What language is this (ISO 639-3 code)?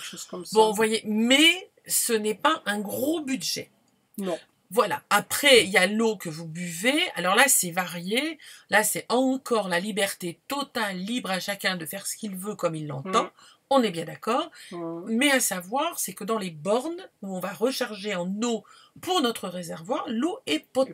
fra